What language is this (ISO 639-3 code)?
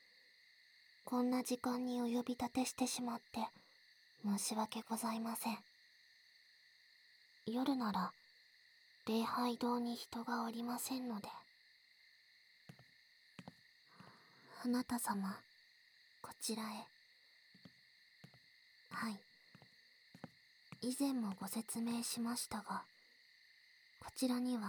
jpn